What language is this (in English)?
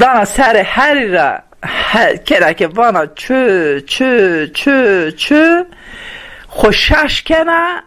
Zaza